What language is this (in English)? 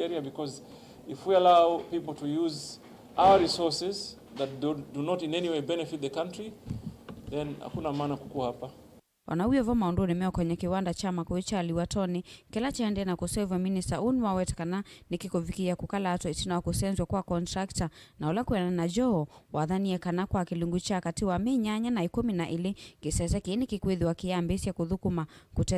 Kamba